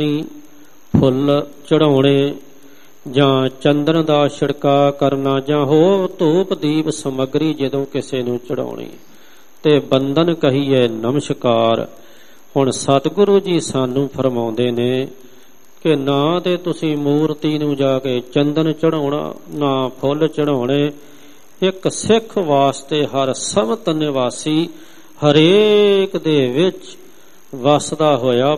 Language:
Punjabi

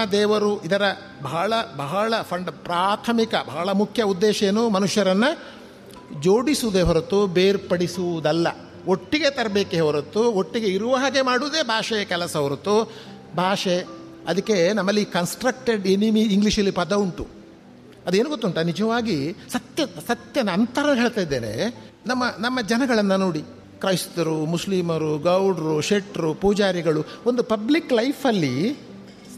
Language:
Kannada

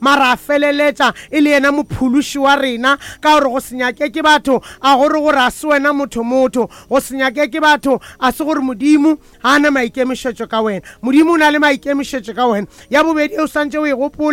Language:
Northern Sotho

